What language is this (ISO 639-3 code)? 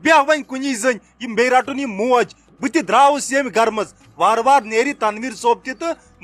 kas